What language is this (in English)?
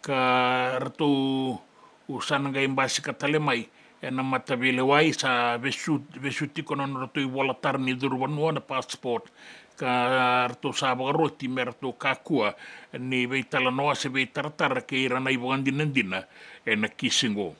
Fijian